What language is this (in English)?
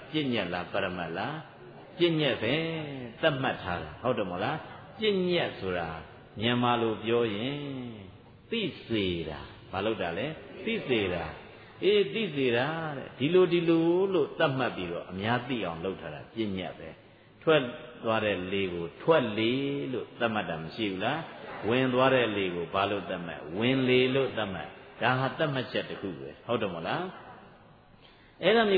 Burmese